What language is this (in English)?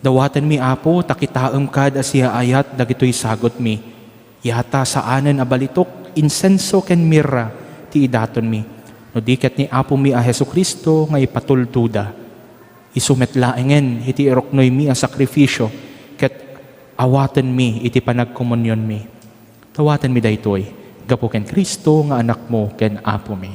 Iloko